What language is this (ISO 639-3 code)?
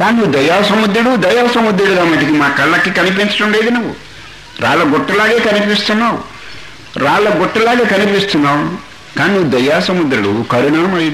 tel